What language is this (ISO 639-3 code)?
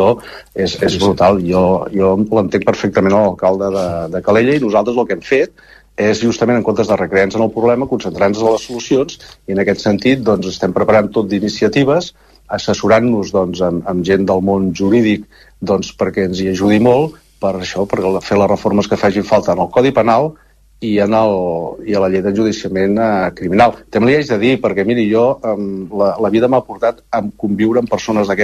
cat